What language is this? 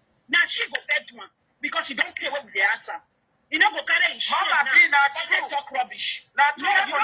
Nigerian Pidgin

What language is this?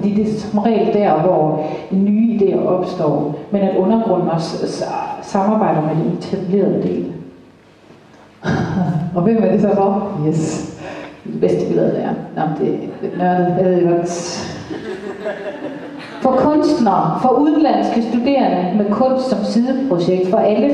Danish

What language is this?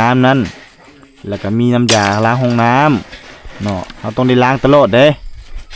Lao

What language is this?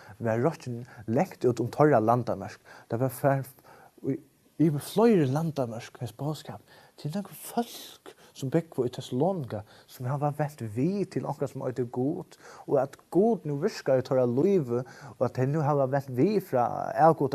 Faroese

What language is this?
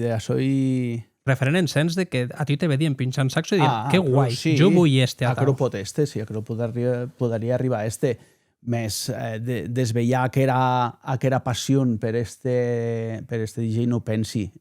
Occitan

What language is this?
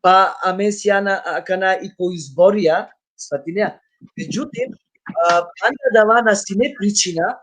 Balkan Romani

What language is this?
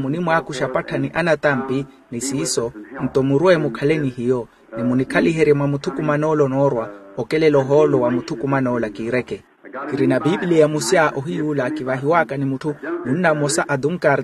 Makhuwa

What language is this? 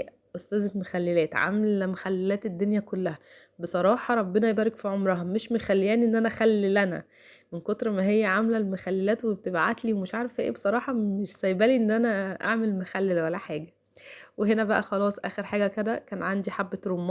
Egyptian Arabic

